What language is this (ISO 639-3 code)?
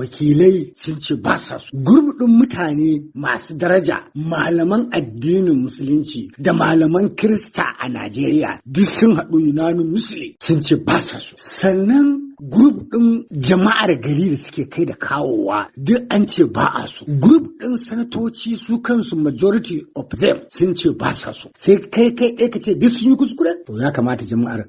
hau